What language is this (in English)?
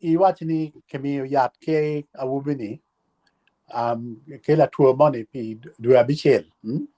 Acoli